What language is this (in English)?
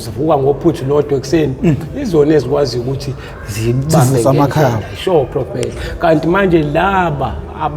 Zulu